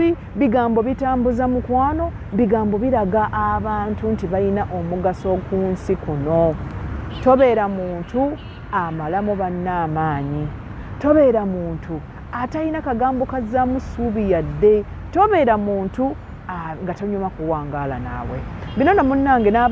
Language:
Ganda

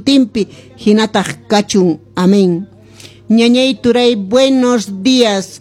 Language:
Quechua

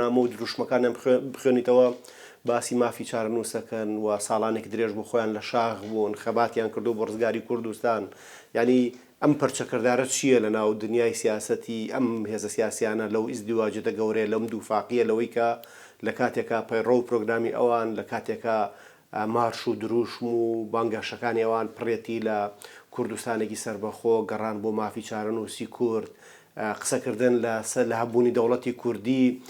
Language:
Central Kurdish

